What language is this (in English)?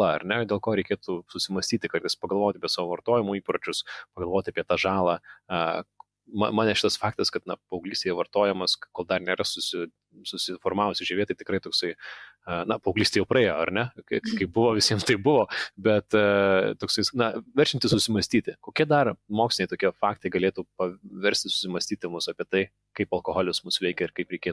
Lithuanian